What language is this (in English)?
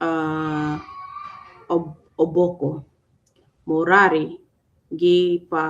Acoli